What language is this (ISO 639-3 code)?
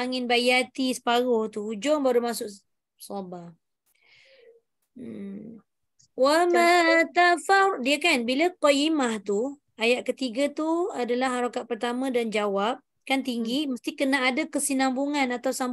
msa